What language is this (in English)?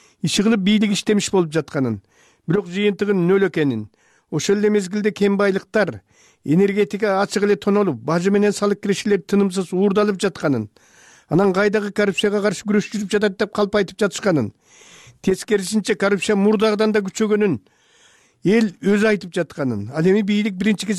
Kyrgyz